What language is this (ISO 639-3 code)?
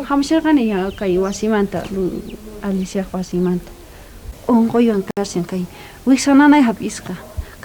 quh